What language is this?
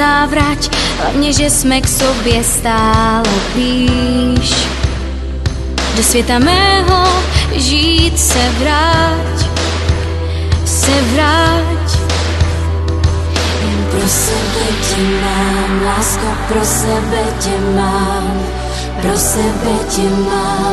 Czech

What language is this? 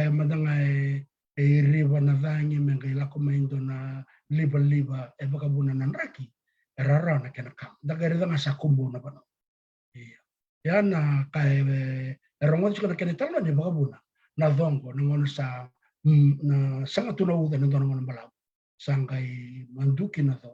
Fijian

